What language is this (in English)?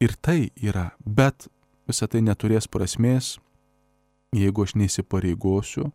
Lithuanian